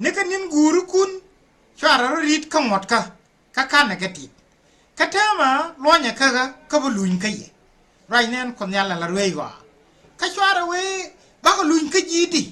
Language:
Nuer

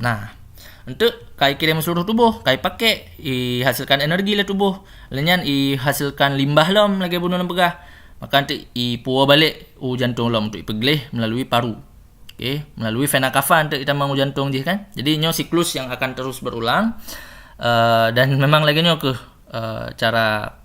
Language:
Achinese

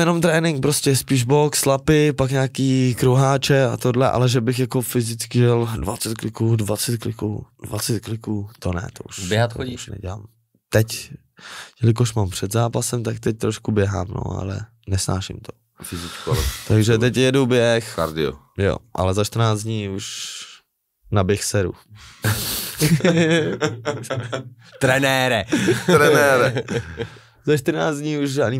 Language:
Czech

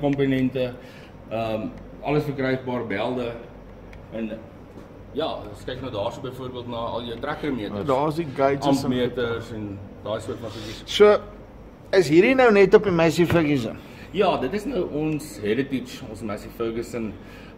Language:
Afrikaans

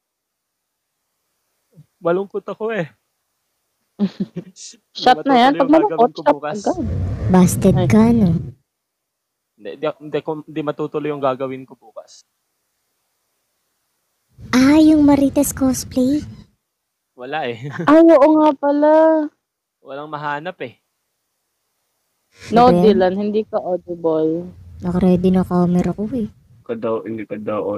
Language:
Filipino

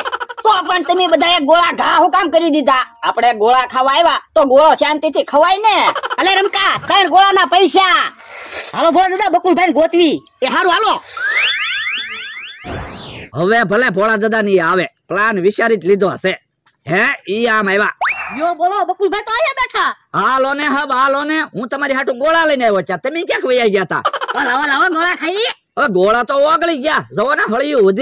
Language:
Gujarati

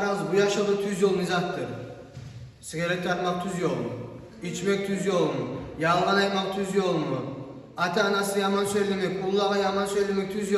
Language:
Kumyk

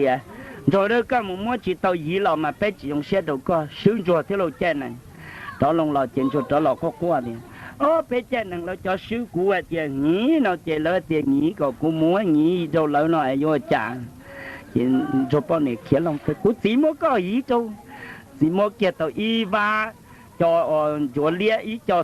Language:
Hmong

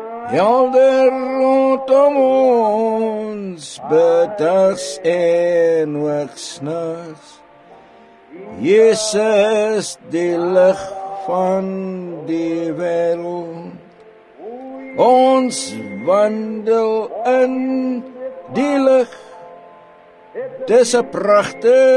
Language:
Afrikaans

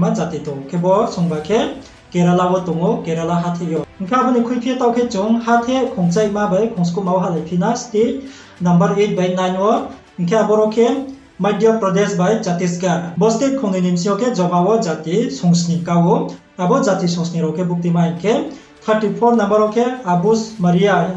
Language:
Riang (India)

